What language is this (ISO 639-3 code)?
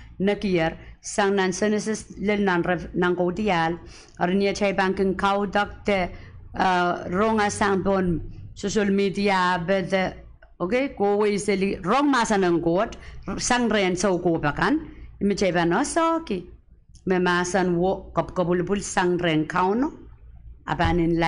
pon